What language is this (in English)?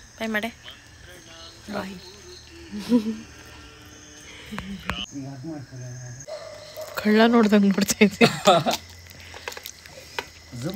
Kannada